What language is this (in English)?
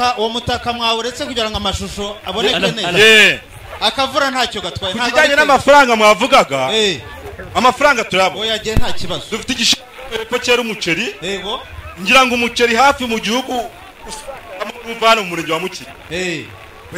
Kinyarwanda